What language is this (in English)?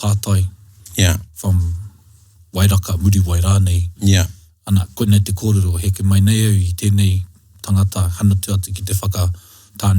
Māori